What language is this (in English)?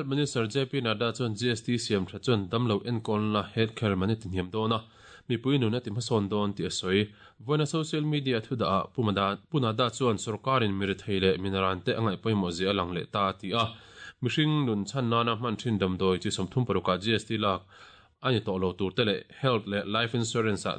Mizo